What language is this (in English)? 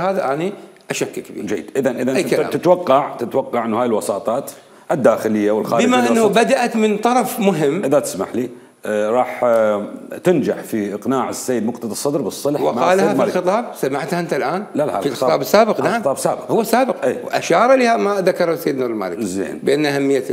Mesopotamian Arabic